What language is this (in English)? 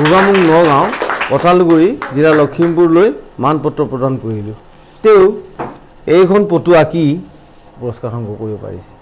Assamese